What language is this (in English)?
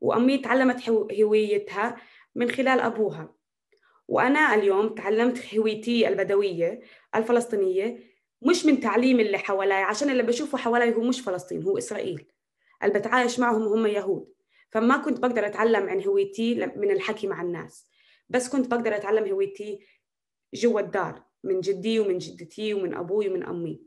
North Levantine Arabic